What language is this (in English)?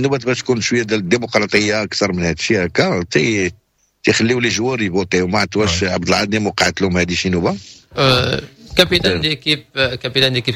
Moroccan Arabic